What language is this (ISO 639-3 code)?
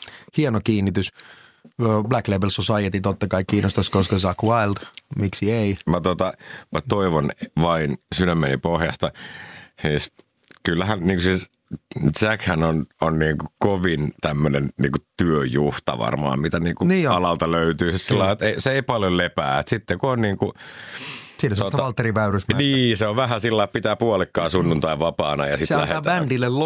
fin